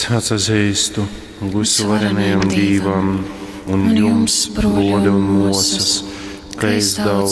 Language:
Latgalian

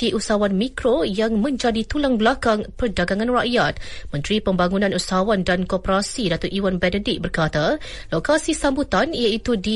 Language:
Malay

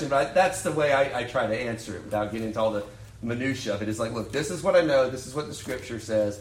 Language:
English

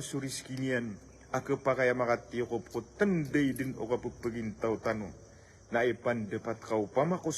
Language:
Maranao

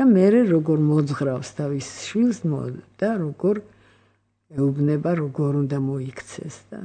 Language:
Georgian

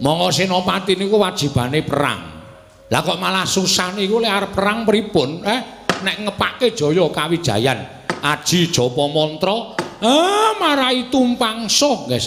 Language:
Javanese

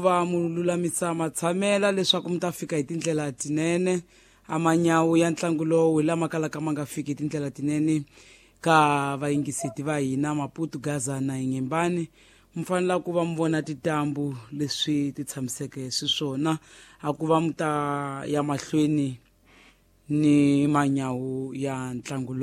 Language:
Tsonga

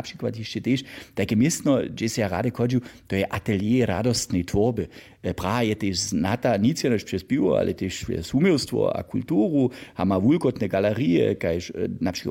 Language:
Upper Sorbian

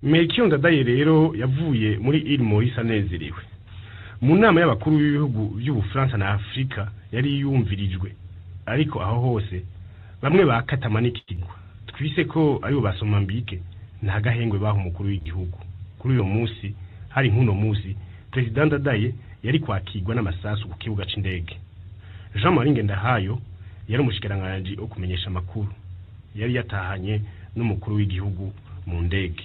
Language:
Rundi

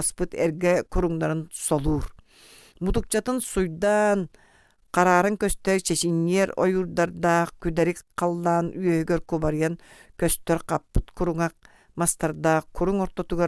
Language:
Yakut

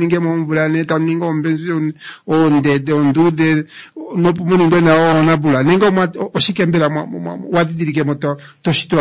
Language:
Kuanyama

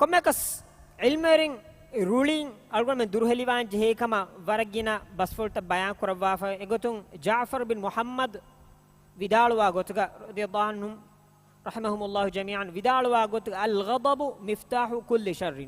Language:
Divehi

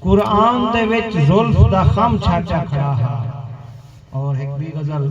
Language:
Saraiki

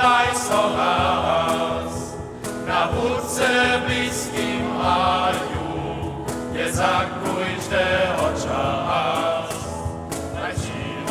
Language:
Upper Sorbian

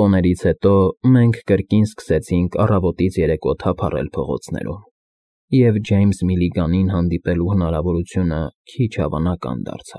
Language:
Armenian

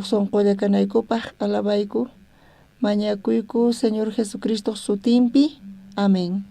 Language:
South Bolivian Quechua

